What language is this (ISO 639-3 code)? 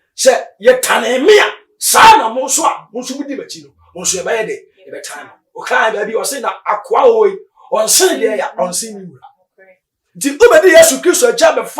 aka